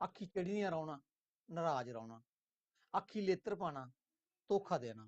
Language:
Dogri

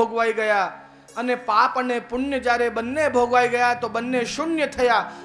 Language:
Gujarati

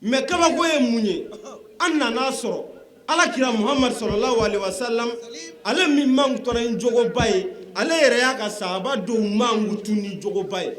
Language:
Bambara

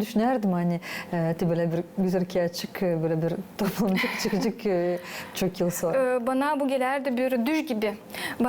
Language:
Gagauz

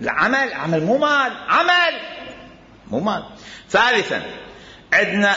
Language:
Mesopotamian Arabic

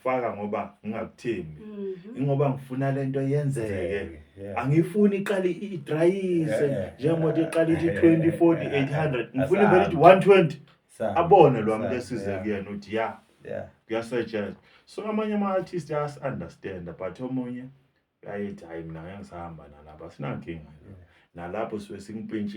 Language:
Zulu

